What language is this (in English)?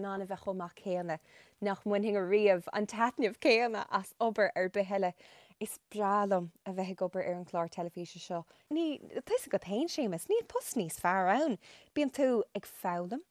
Irish